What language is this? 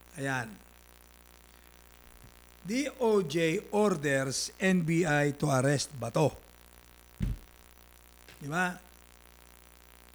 Filipino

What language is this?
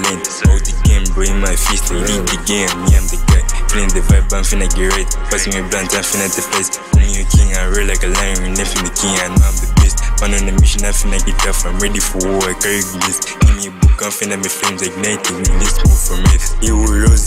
English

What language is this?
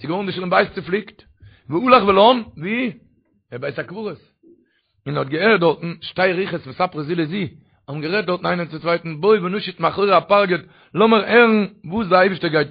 Yiddish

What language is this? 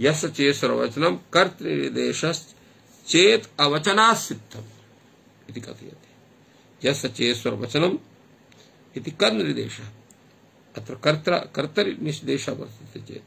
Sanskrit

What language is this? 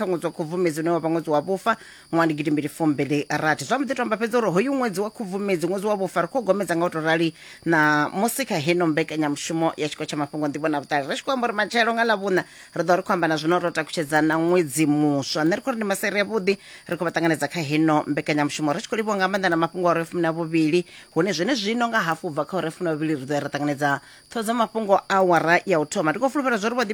Venda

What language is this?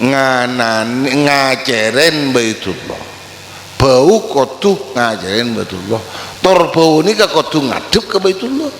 Madurese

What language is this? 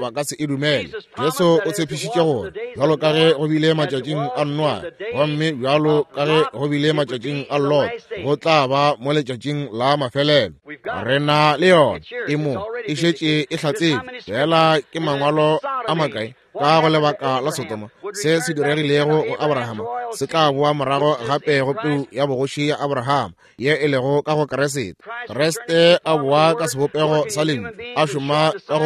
Northern Sotho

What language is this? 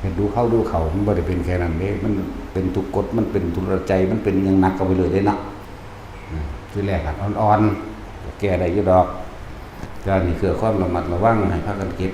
Northeastern Thai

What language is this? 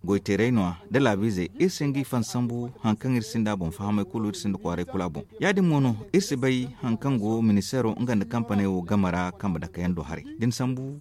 Zarma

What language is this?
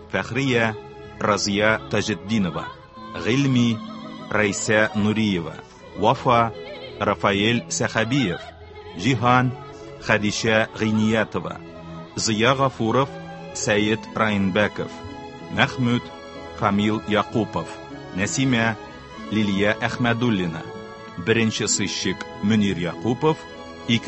Tatar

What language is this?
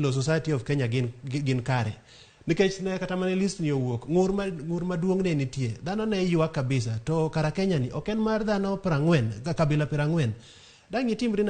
Luo (Kenya and Tanzania)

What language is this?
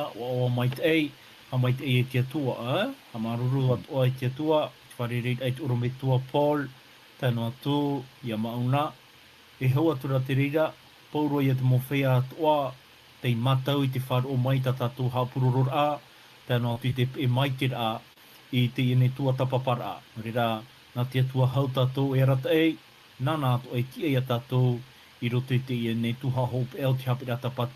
Tahitian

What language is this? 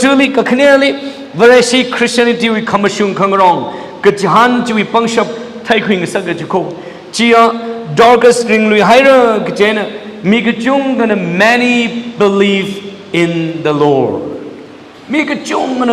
Tangkhul Naga (India)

